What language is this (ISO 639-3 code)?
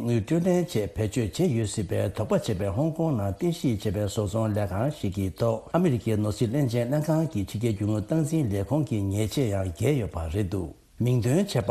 bod